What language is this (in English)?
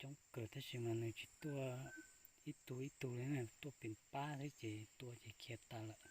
Hmong